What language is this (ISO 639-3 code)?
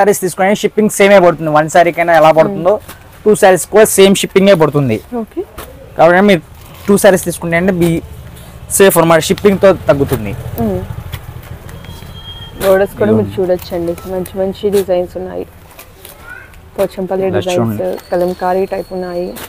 tel